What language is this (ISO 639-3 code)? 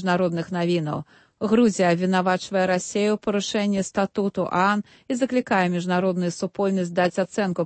bel